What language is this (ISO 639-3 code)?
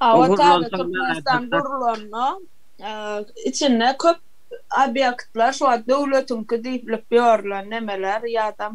tuk